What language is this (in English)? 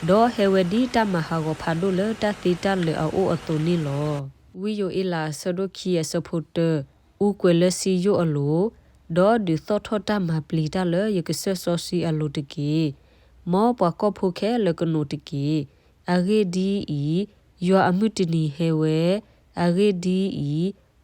S'gaw Karen